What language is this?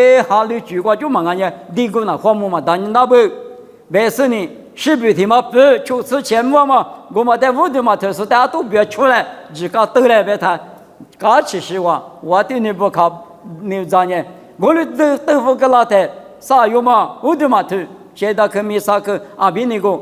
Lisu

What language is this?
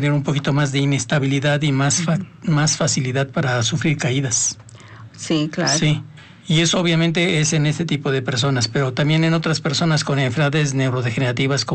Spanish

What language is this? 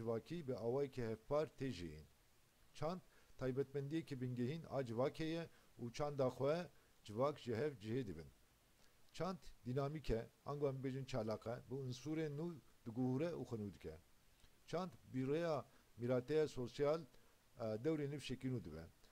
Kurdish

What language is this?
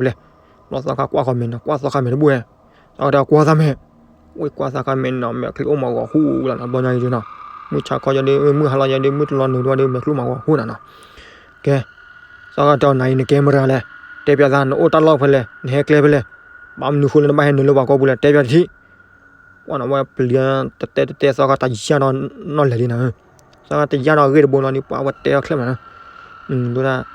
S'gaw Karen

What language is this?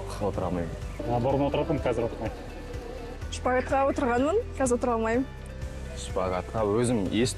Kazakh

